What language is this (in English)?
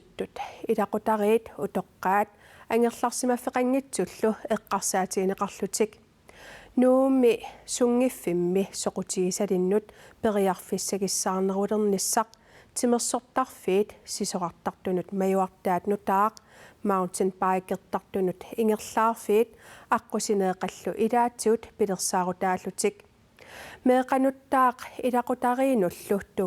Kalaallisut